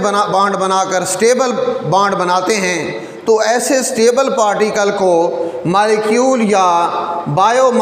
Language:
Hindi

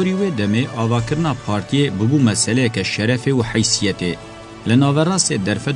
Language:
Kurdish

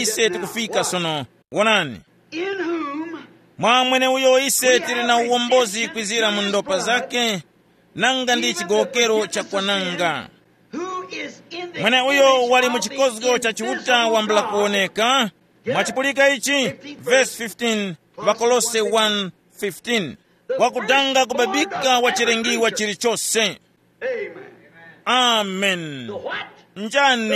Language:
Tumbuka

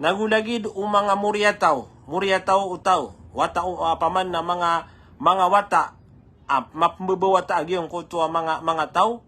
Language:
Maranao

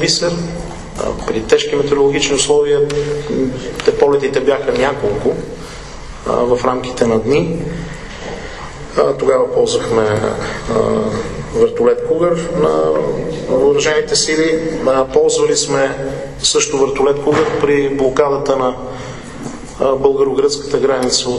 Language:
Bulgarian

